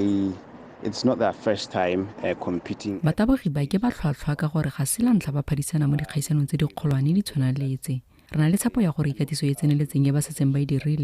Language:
Tswana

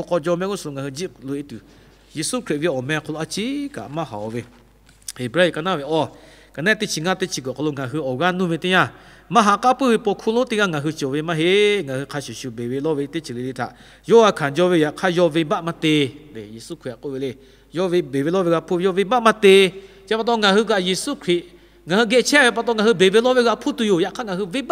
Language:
Lahu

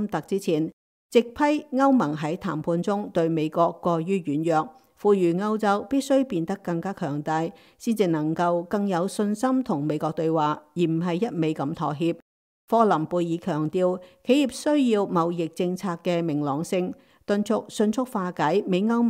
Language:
Cantonese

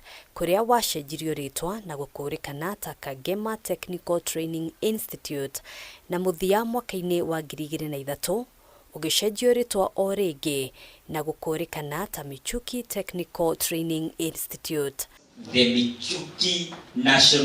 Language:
Kikuyu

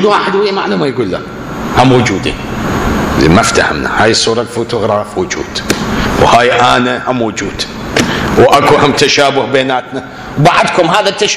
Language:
Mesopotamian Arabic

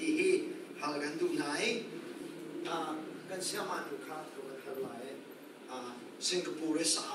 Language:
Hakha Chin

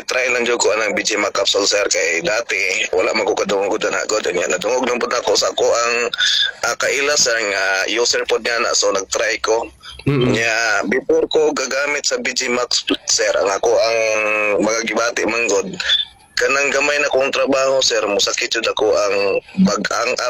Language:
Cebuano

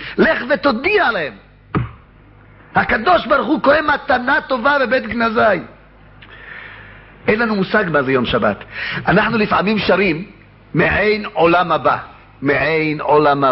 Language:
Hebrew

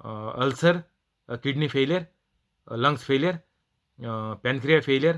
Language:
Konkani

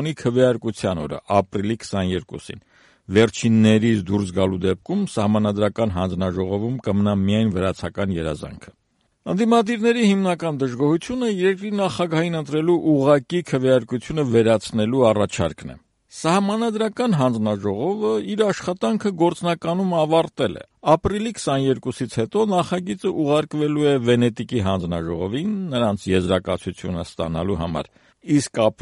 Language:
Armenian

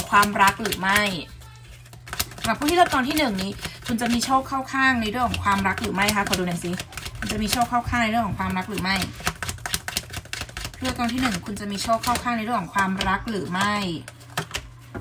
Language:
Thai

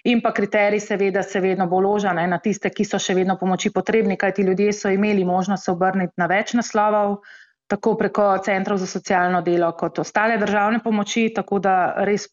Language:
Slovenian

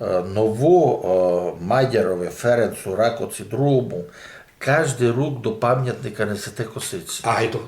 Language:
Rusyn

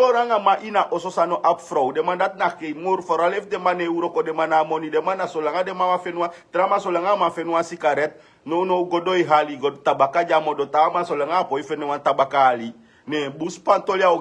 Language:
Sranan Tongo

